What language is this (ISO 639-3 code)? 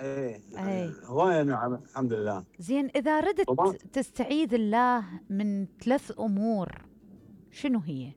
acm